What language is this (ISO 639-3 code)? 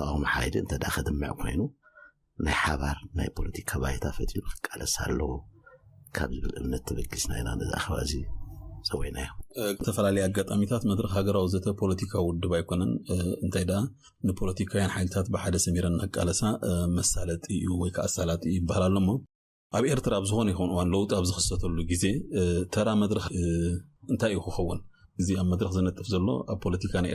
tir